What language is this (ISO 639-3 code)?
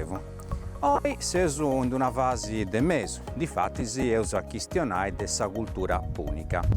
srd